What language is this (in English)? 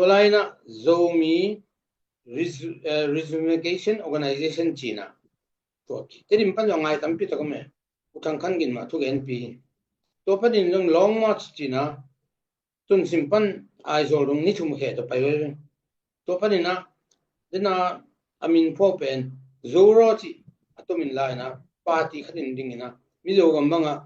Tedim Chin